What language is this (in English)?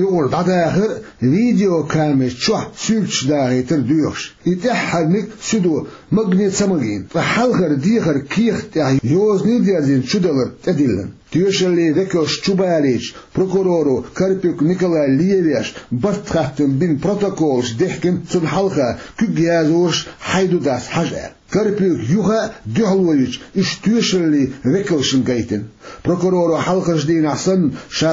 Chechen